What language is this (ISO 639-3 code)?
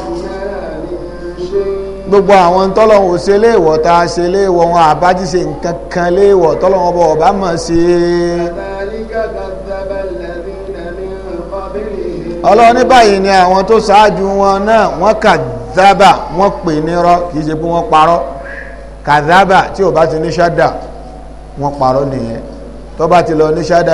yor